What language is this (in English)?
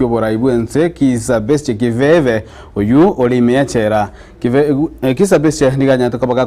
Gusii